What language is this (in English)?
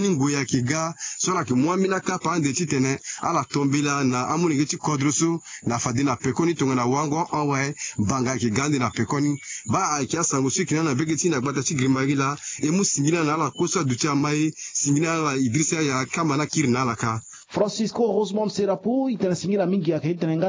Sango